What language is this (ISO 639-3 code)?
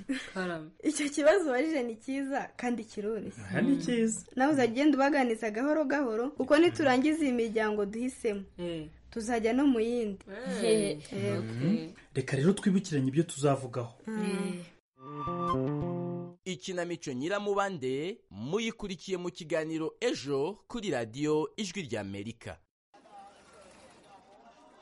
kin